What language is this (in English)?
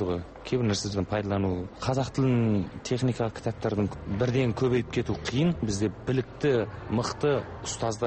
Kazakh